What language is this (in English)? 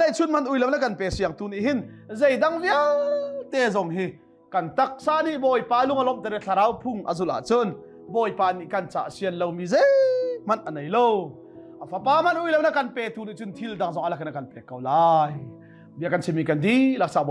Hakha Chin